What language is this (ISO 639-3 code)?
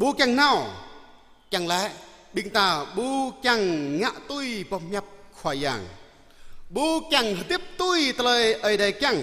jra